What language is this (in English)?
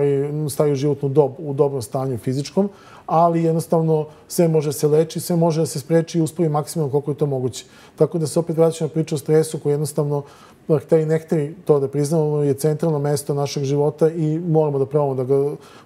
Serbian